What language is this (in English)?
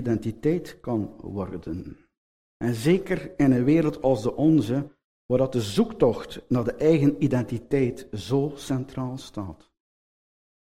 Dutch